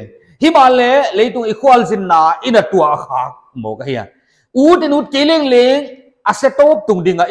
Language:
Paite Chin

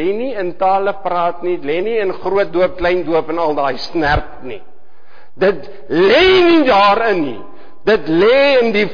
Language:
Afrikaans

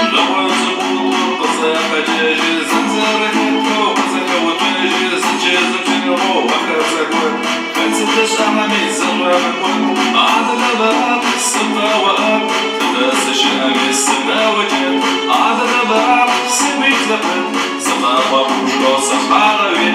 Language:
Adyghe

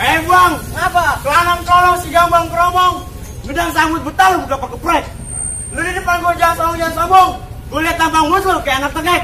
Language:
Betawi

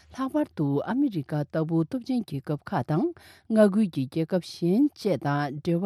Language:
Tibetan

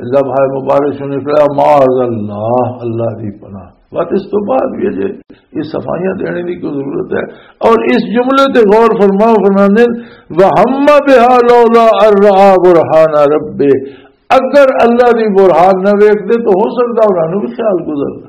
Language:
Western Panjabi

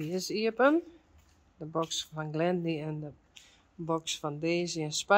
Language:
Western Frisian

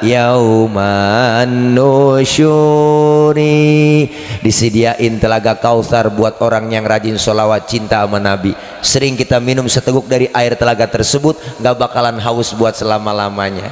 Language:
Betawi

